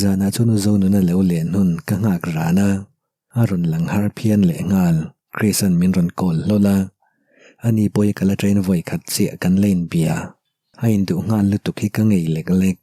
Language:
Mizo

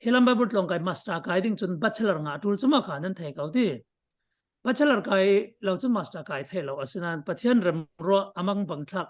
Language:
Falam Chin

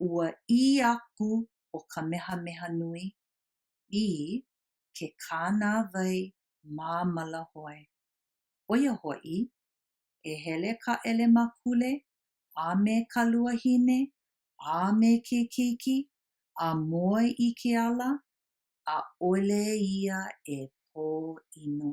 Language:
Hawaiian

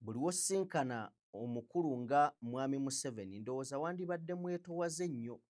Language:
Ganda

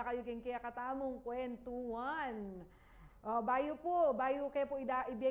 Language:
Pampanga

